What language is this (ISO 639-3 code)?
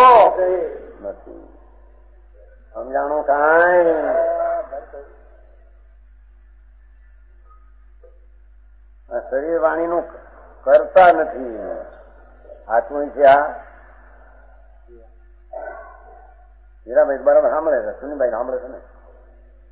guj